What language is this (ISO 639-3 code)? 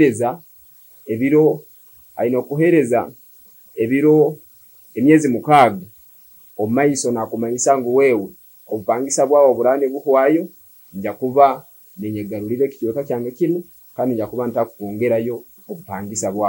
nyo